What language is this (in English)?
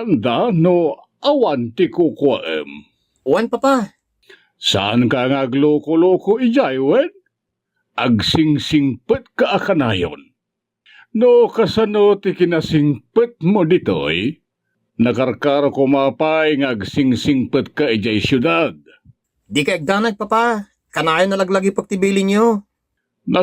Iloko